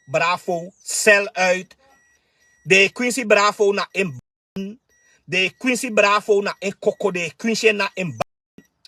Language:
Sranan Tongo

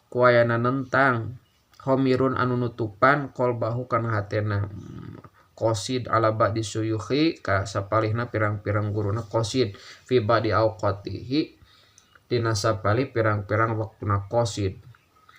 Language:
Sundanese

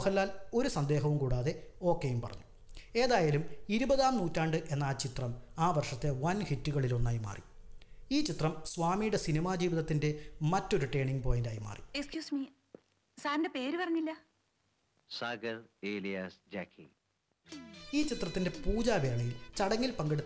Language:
Malayalam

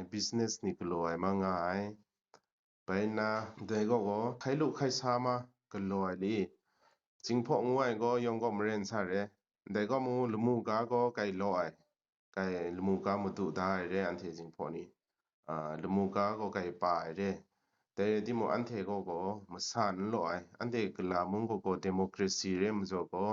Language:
Kachin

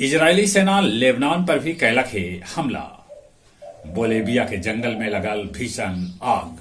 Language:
Magahi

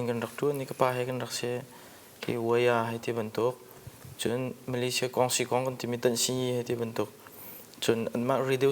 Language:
Hakha Chin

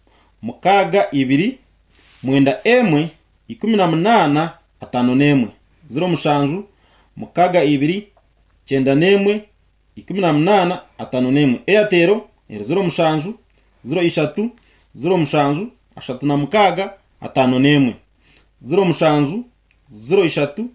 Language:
Nyankole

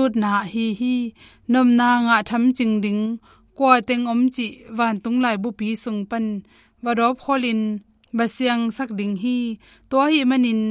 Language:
Tedim Chin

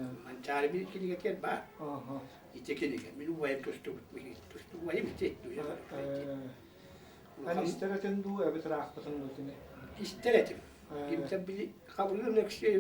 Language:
Yakut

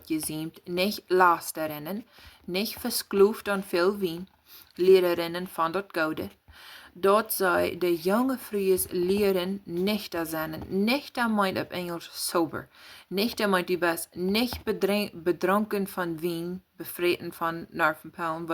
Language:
Plautdietsch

